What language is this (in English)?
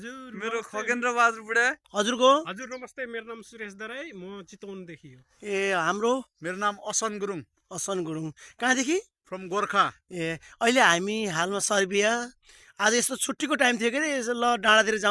Nepali